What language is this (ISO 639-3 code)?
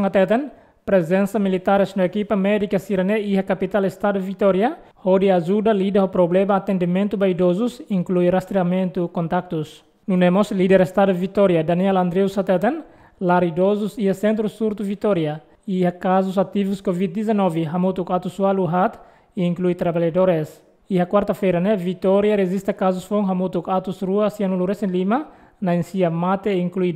tet